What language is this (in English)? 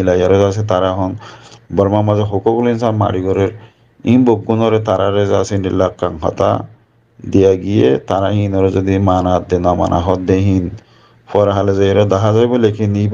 Rohingya